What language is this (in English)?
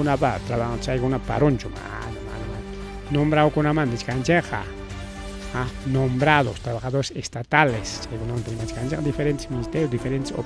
Ayacucho Quechua